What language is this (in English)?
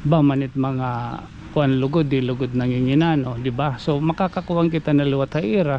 Waray